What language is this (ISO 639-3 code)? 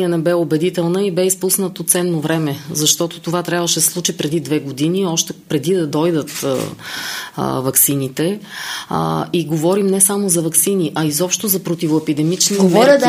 bul